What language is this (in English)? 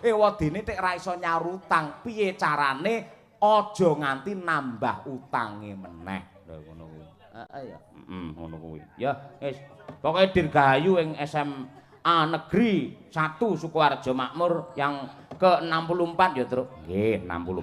Javanese